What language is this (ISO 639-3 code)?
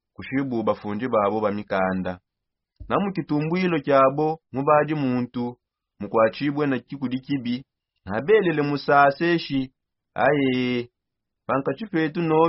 sop